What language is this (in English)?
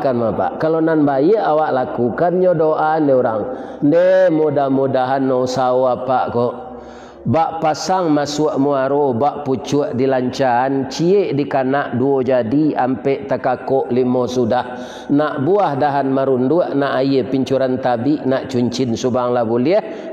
Minangkabau